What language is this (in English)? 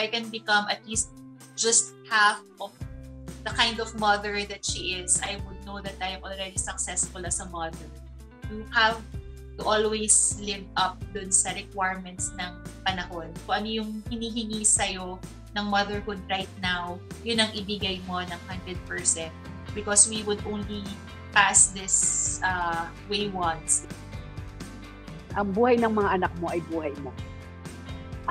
Filipino